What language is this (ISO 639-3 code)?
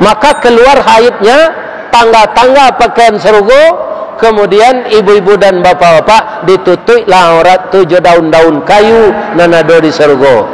min